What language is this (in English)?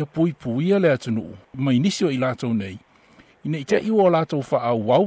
Samoan